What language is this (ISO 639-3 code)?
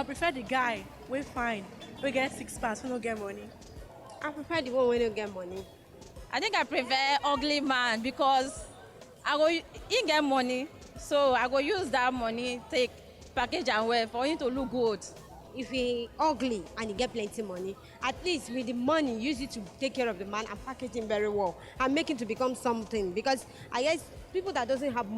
pcm